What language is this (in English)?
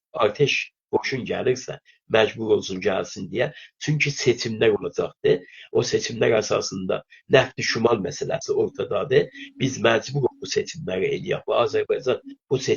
South Azerbaijani